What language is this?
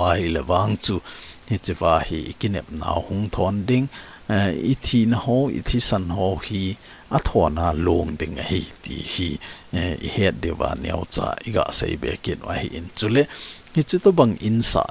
Thado Chin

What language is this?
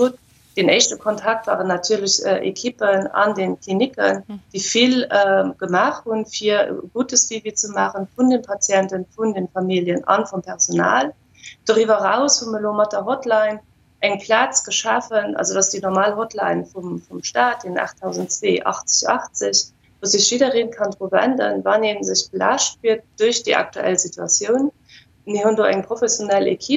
Luxembourgish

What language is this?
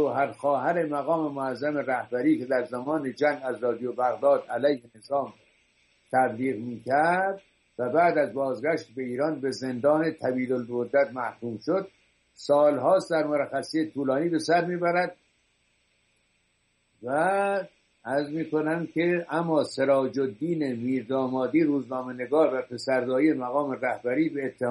Persian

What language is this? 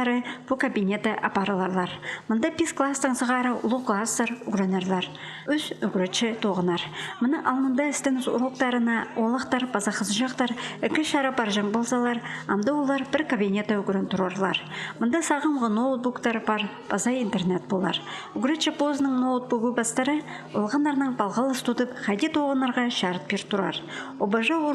Khakas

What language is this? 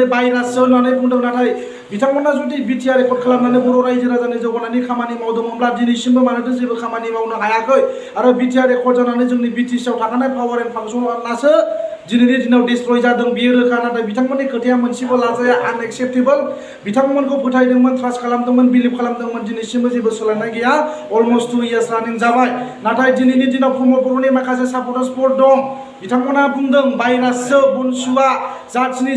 Bodo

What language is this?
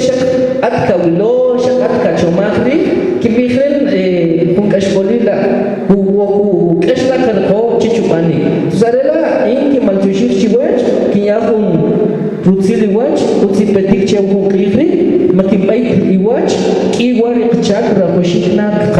Kʼicheʼ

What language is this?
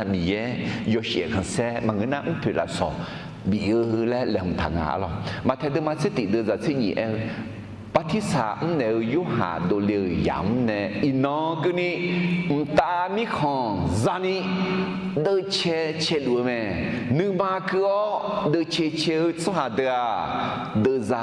Akha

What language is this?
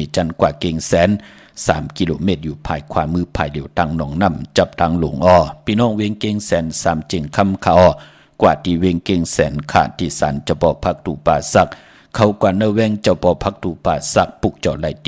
Shan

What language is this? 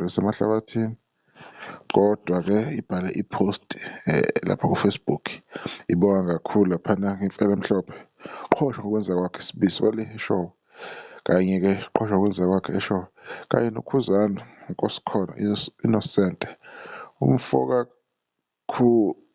Zulu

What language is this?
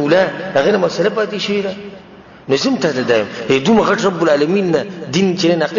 Pashto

